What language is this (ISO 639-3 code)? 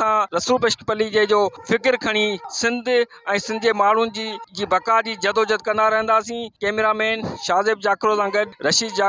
snd